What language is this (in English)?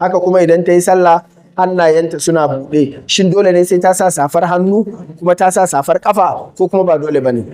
Hausa